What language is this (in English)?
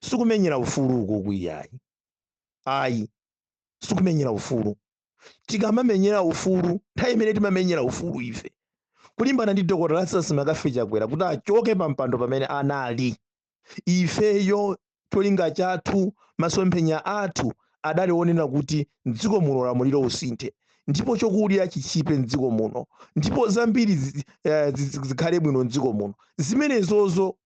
Nyanja